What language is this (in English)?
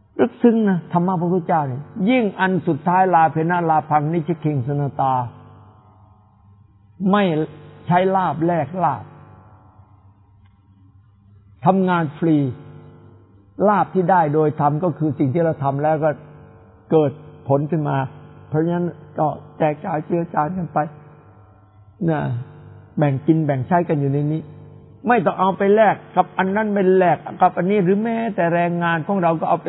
Thai